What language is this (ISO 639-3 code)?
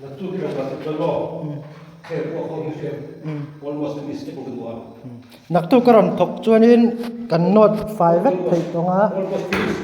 hmr